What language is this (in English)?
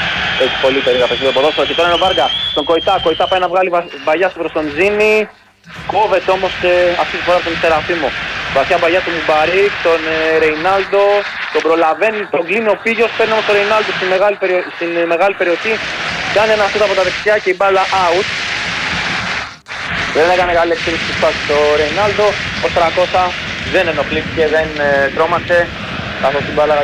Greek